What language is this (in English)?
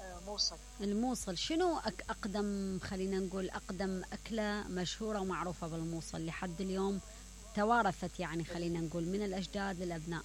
Mesopotamian Arabic